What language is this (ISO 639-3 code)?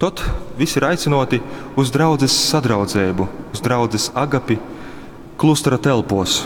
ltg